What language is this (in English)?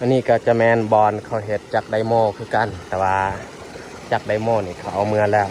Lao